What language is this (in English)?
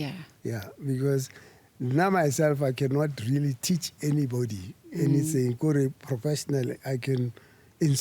Northern Sotho